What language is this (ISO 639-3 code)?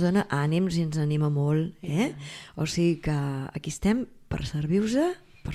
cat